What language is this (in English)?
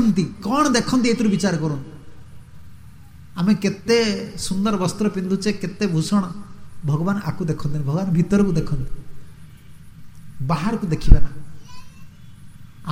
Odia